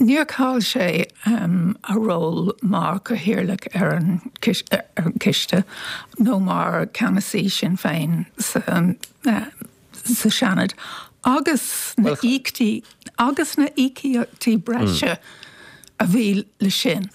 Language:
Irish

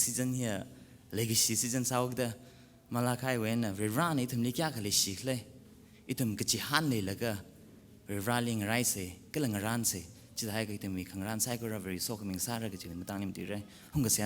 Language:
Tangkhul Naga (India)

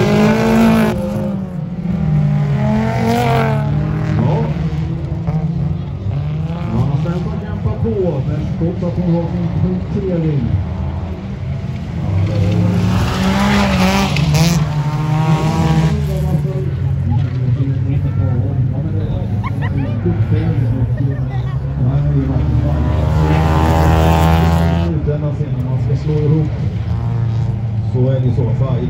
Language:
Swedish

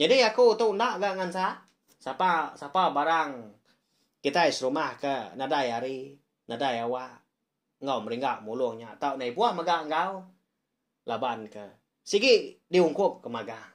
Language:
Iban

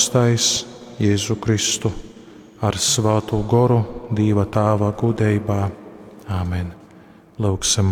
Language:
Latgalian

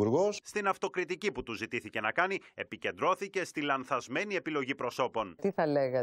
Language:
Greek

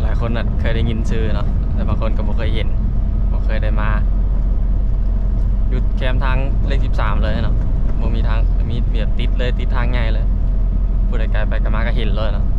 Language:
Lao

